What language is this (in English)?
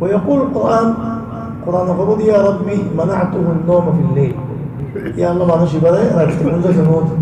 Rohingya